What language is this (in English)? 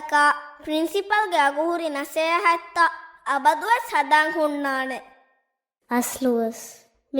Divehi